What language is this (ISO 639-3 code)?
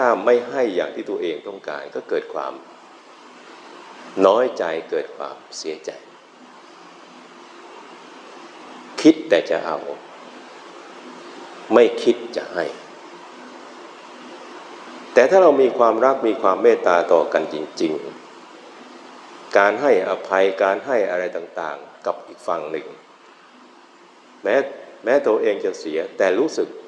tha